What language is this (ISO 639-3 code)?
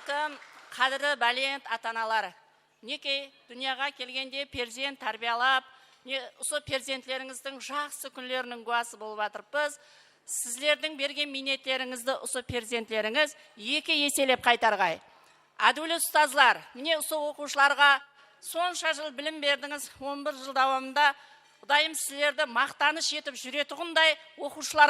kaa